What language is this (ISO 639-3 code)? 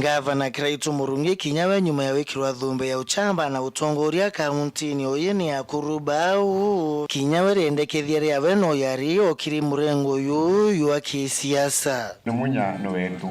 mer